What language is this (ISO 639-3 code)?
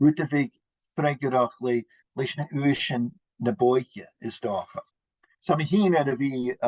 gla